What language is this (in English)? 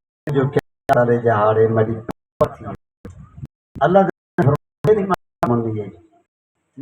Saraiki